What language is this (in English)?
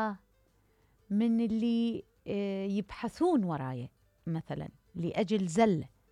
Mesopotamian Arabic